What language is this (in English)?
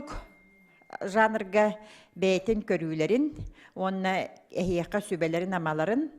Yakut